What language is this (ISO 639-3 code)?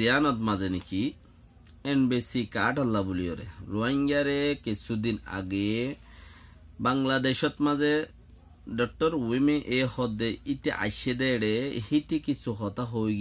rhg